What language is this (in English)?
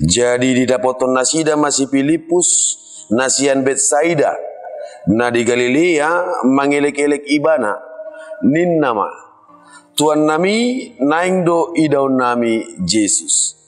Batak Toba